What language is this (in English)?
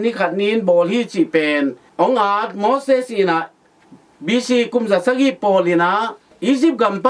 Tedim Chin